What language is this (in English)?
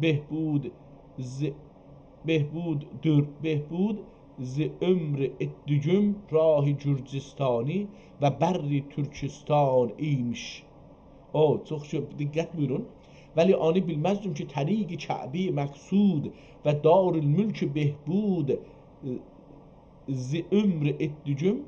South Azerbaijani